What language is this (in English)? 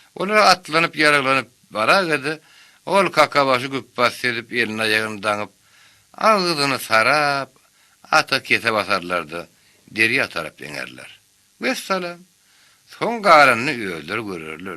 Turkmen